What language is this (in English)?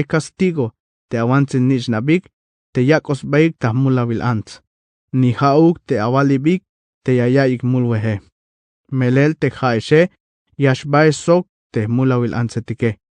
Tzeltal